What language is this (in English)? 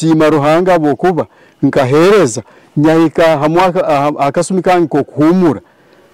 Nyoro